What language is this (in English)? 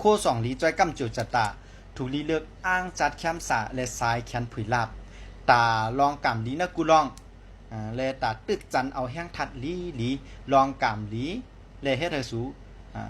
Shan